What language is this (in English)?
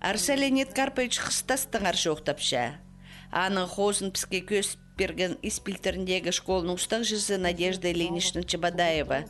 Khakas